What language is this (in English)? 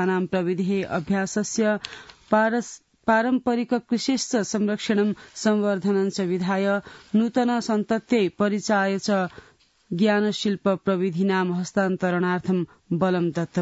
Sanskrit